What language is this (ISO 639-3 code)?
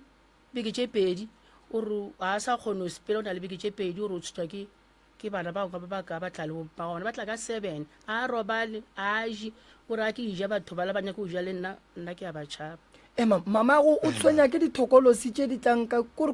nso